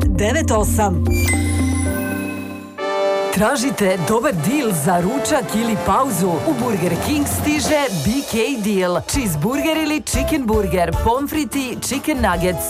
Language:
Serbian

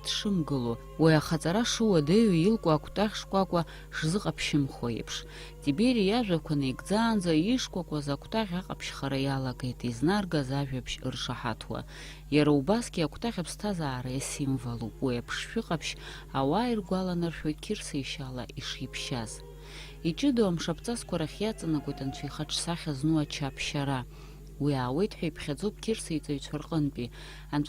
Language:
Abkhazian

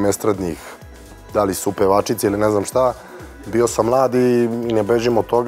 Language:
Serbian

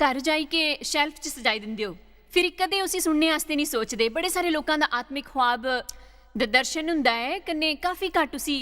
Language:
Dogri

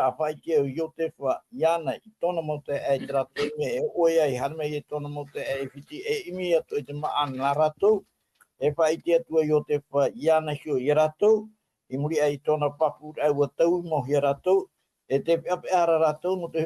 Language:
Tahitian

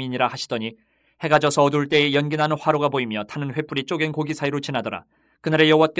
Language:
Korean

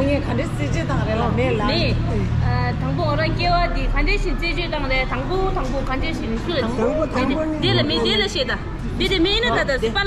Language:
Tibetan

